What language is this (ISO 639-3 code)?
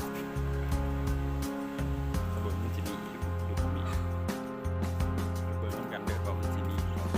lao